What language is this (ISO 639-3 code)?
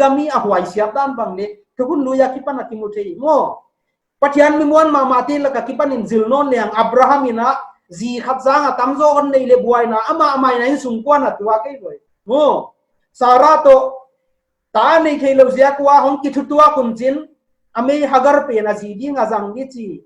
pck